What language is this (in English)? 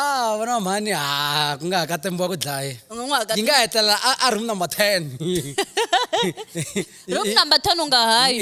Tsonga